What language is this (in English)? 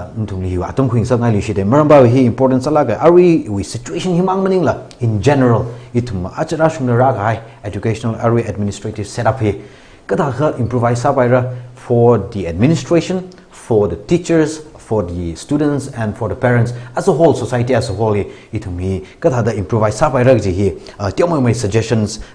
Tangkhul Naga (India)